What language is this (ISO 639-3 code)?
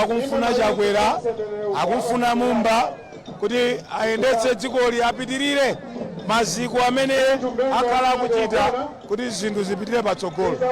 nya